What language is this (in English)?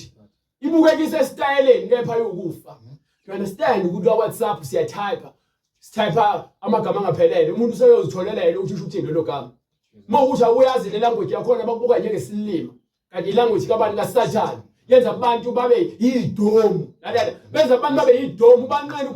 Zulu